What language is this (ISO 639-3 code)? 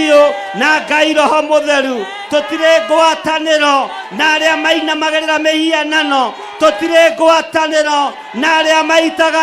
kik